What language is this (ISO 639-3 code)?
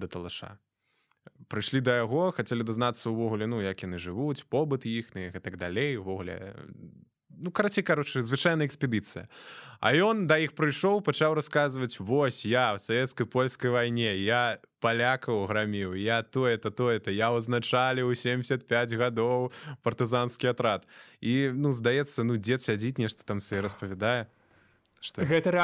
bel